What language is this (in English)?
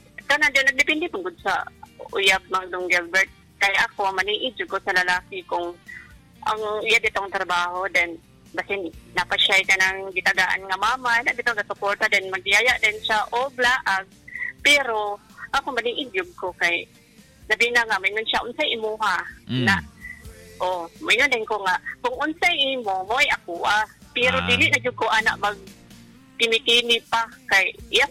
Cebuano